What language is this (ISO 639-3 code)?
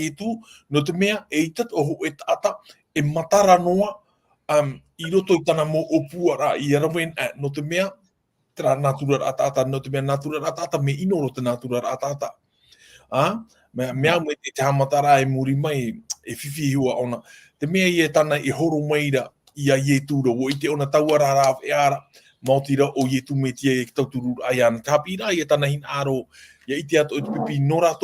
tah